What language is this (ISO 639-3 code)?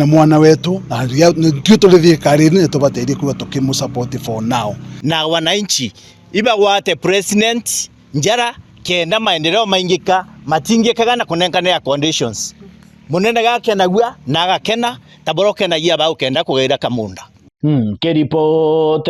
mer